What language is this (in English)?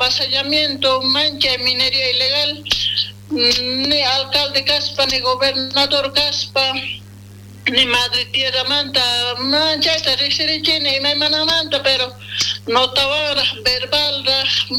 South Bolivian Quechua